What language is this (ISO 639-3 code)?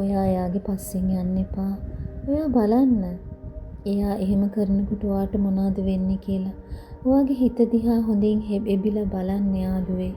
sin